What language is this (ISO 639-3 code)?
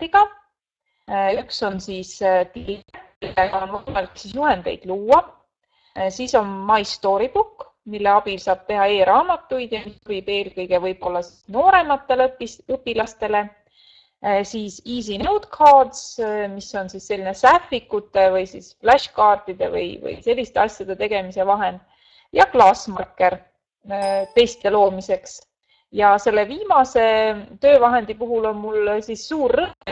est